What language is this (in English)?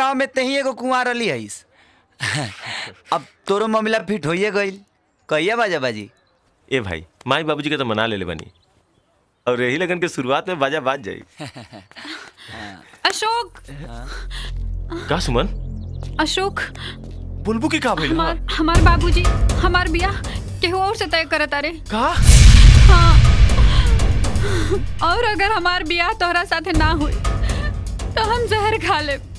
Bhojpuri